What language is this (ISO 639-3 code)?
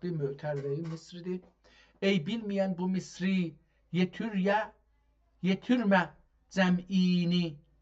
azb